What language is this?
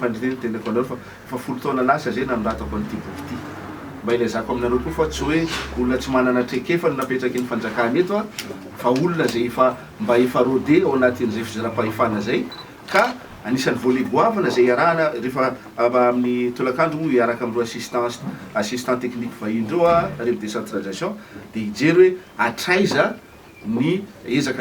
Malagasy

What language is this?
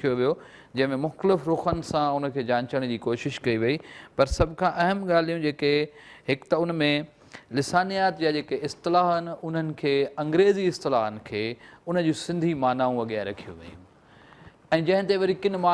Sindhi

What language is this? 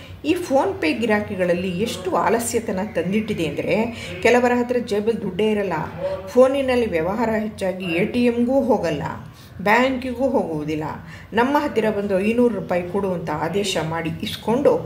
Kannada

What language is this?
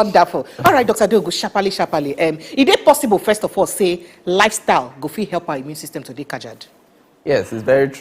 Nigerian Pidgin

